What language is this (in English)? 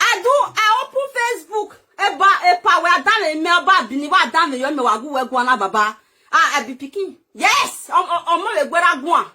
Nigerian Pidgin